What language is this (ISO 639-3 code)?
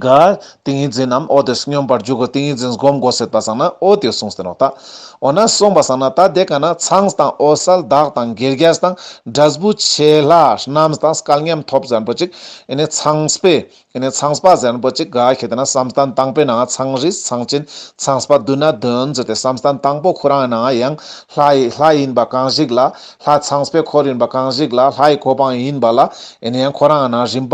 lbj